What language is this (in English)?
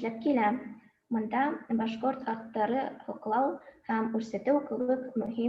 Bashkir